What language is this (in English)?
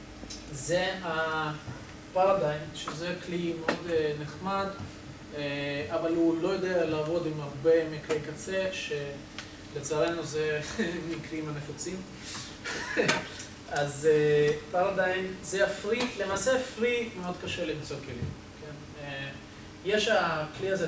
Hebrew